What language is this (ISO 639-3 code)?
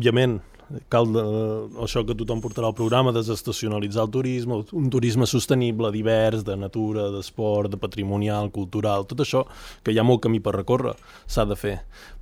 cat